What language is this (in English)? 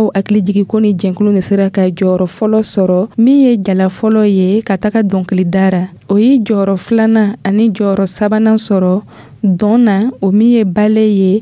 Dyula